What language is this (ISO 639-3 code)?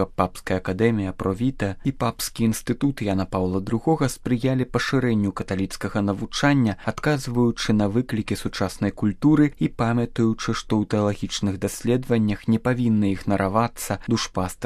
bel